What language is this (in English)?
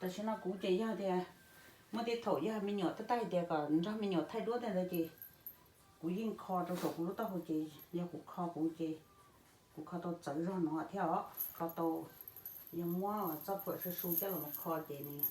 Hmong